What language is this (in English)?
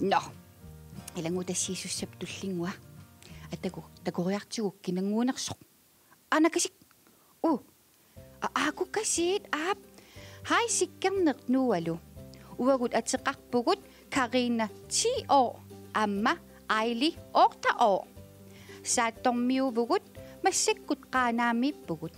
Kalaallisut